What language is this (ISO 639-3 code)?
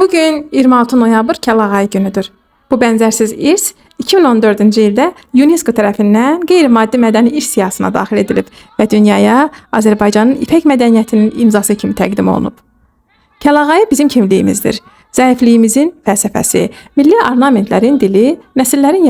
aze